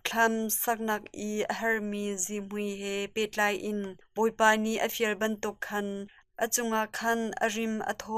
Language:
Hakha Chin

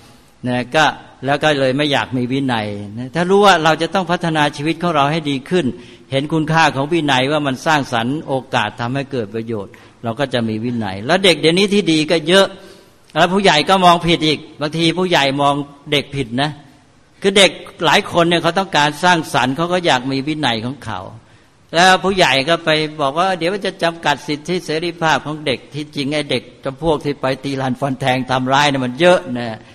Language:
Thai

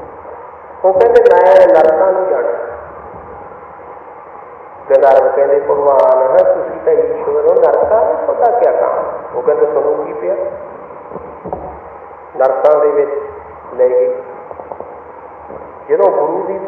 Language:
Punjabi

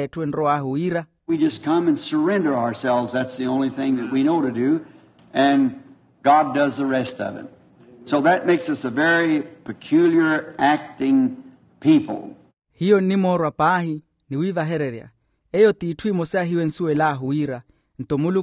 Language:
Makhuwa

